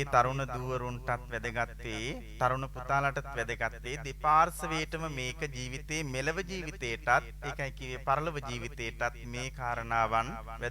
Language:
Sinhala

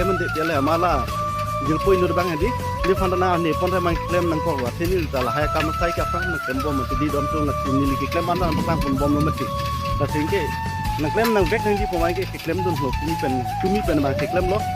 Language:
Karbi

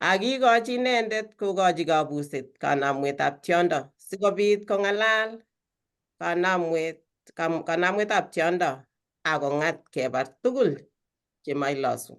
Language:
Kalenjin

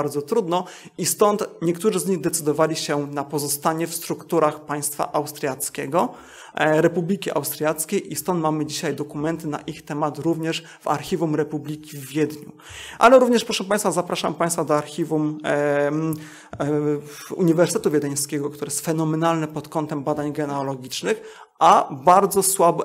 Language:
Polish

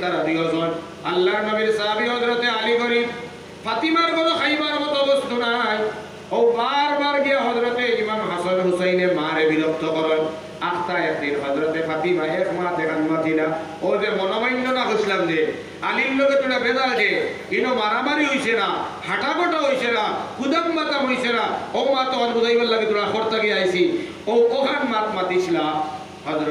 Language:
Sylheti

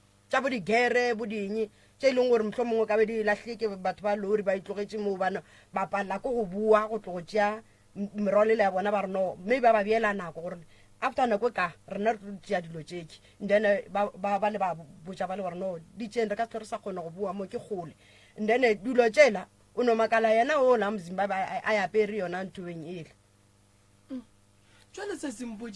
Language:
Northern Sotho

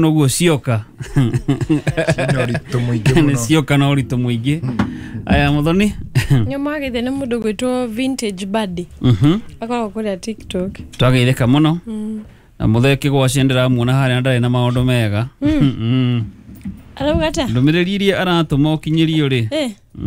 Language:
Kikuyu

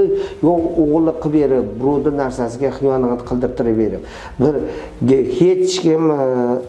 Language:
Uzbek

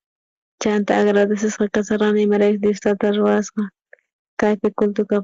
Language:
South Bolivian Quechua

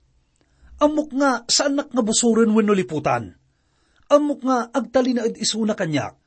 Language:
Iloko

